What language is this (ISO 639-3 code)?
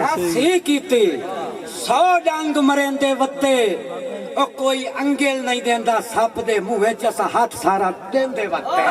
skr